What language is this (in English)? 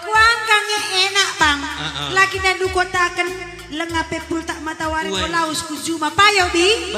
Batak Karo